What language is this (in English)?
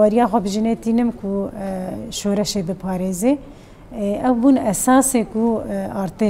Kurdish